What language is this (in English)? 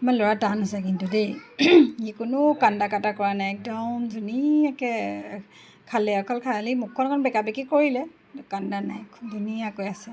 Assamese